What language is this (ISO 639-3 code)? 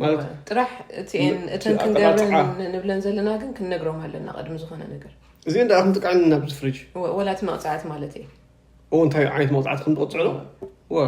tir